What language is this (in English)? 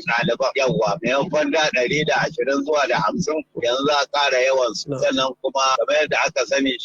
Hausa